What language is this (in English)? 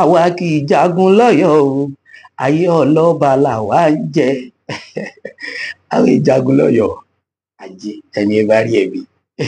Yoruba